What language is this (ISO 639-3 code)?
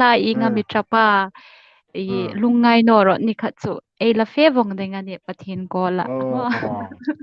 hmr